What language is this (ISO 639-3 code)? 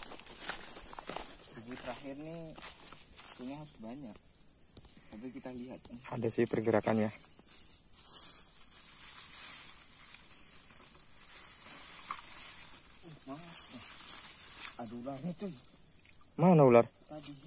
ind